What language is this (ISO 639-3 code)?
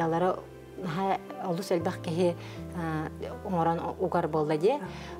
sah